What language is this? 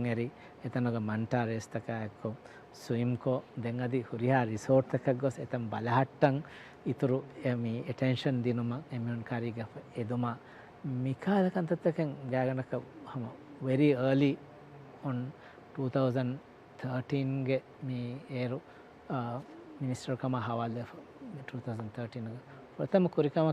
Divehi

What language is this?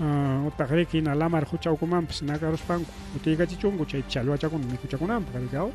Ayacucho Quechua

